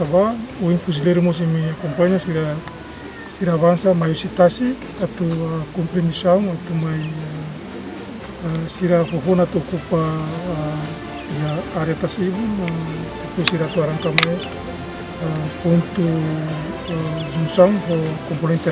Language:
Tetum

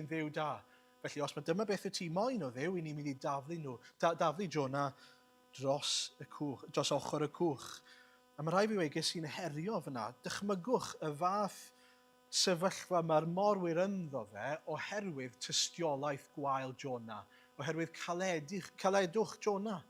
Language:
Welsh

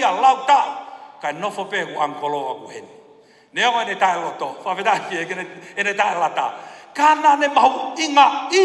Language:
Tongan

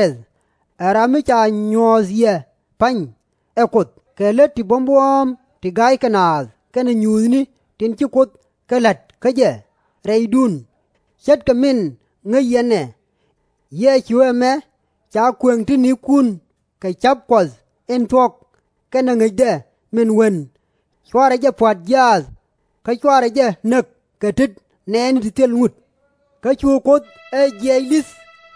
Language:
Nuer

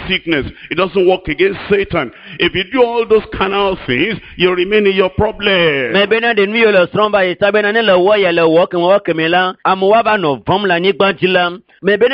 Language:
Ewe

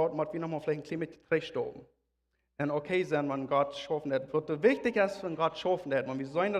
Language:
Plautdietsch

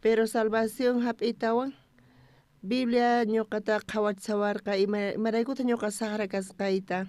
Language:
South Bolivian Quechua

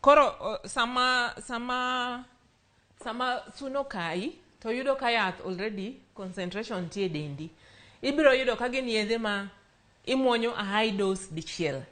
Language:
Luo (Kenya and Tanzania)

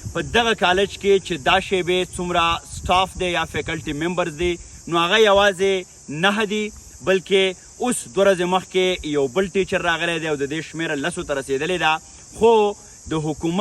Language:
Pashto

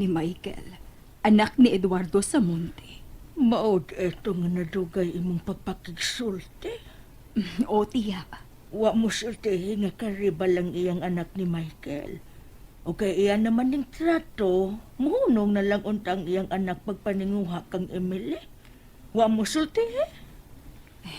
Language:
Cebuano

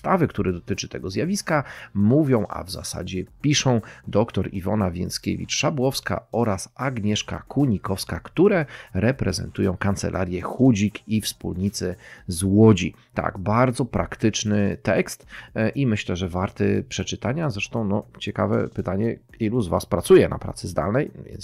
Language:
Polish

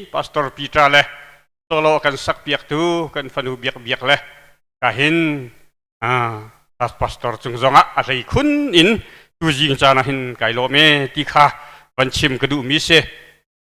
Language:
Hakha Chin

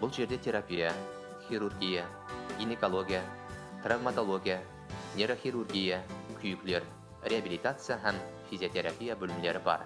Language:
Kara-Kalpak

